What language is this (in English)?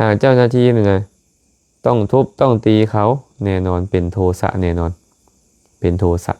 Lao